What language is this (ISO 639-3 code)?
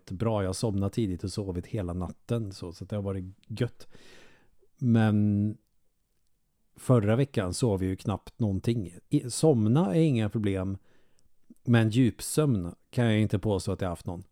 swe